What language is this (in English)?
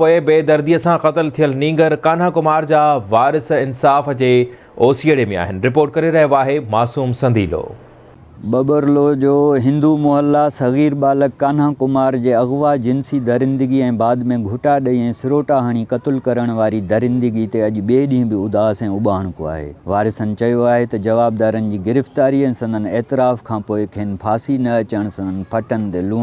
Sindhi